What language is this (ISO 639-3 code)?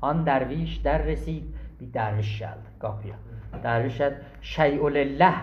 azb